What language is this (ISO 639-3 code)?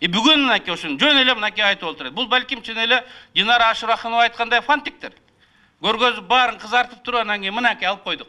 kir